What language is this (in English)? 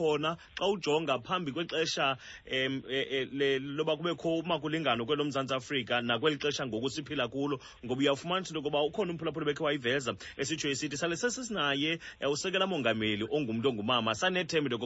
Xhosa